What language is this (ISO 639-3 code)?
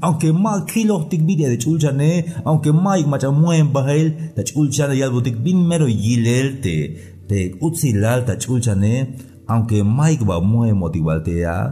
tzh